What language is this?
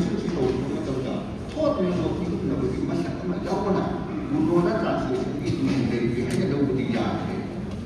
Manipuri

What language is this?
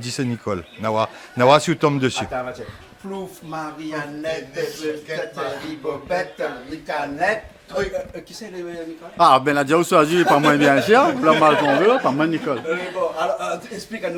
Réunion Creole French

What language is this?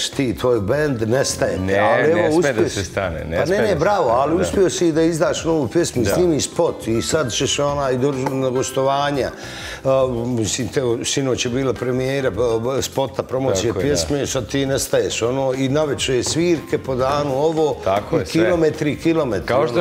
Serbian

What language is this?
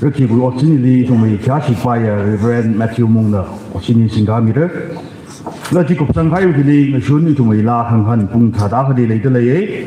Tangkhul Naga (India)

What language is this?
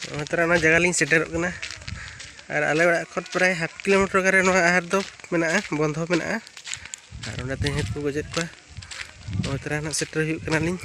Santali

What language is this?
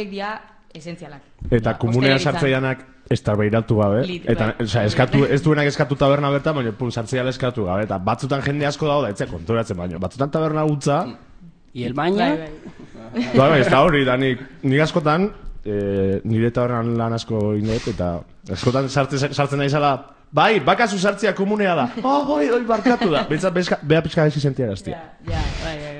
Basque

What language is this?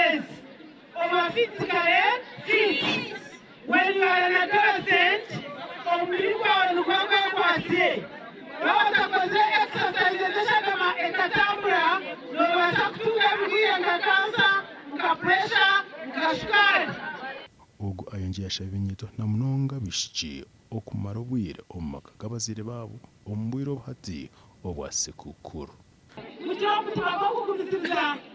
Nyankole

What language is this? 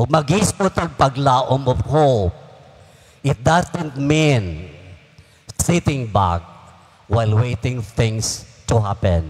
Cebuano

